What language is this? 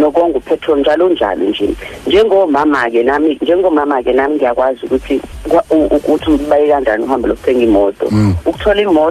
Zulu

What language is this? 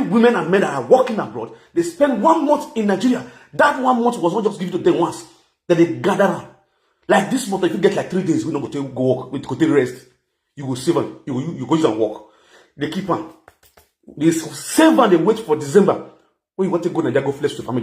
Nigerian Pidgin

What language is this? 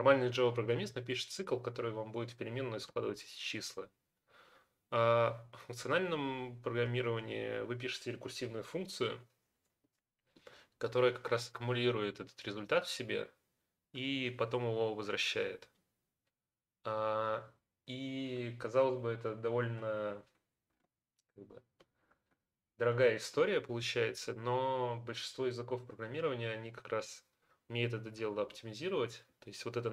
Russian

